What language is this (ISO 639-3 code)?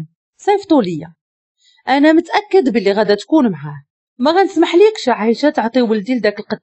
ary